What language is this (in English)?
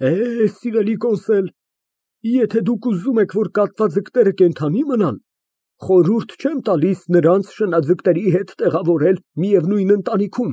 Armenian